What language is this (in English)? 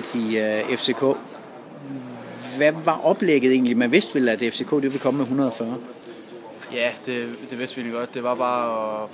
Danish